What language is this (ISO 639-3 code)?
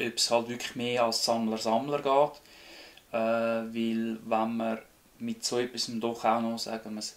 gsw